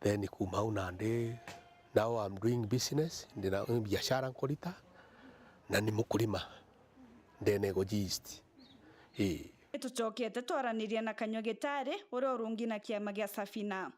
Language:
Meru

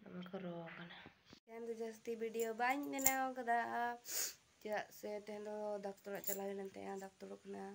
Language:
Santali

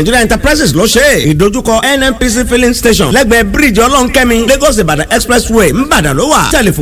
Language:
Yoruba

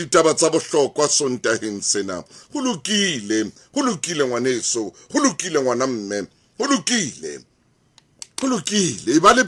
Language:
Southern Sotho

